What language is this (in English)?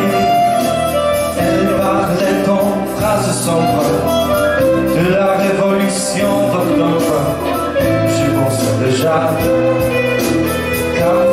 French